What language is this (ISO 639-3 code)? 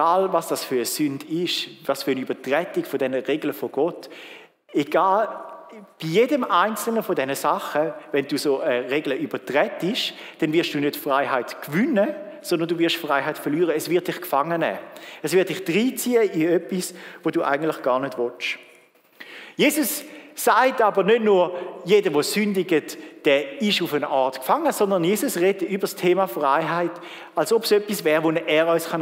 gsw